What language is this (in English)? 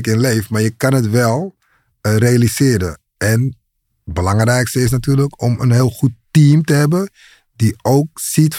Dutch